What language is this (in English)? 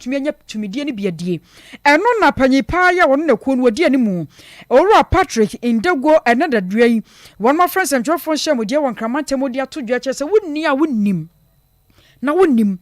Akan